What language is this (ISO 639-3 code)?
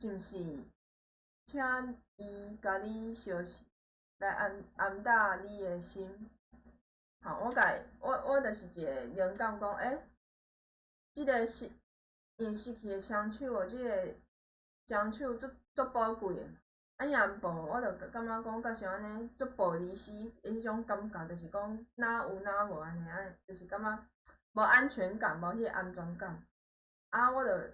nan